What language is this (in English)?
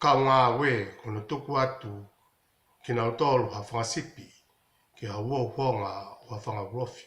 Tongan